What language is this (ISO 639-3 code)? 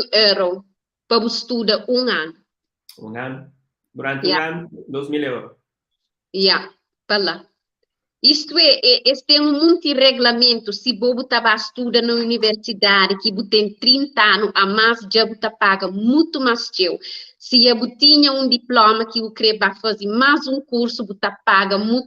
kea